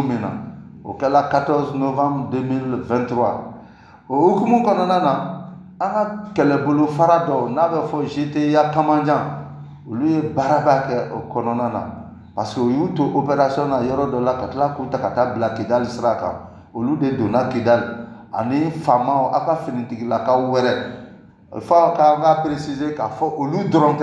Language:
Bambara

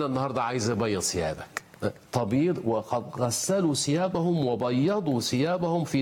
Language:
Egyptian Arabic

